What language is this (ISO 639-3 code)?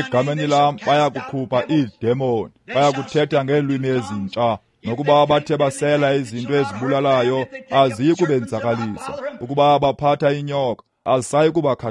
xho